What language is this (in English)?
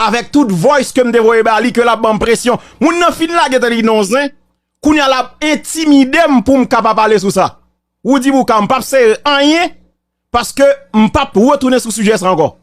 Haitian Creole